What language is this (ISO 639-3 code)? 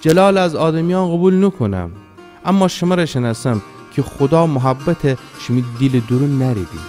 glk